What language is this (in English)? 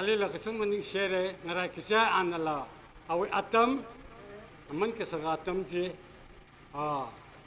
Tangkhul Naga (India)